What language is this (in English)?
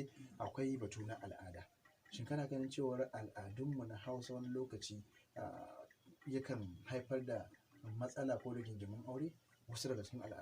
Hausa